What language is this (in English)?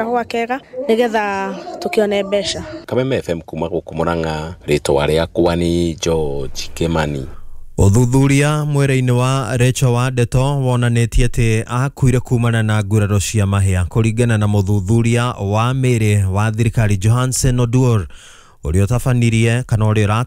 Kikuyu